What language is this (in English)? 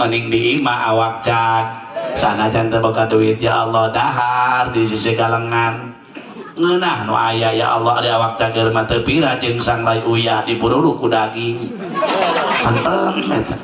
Sundanese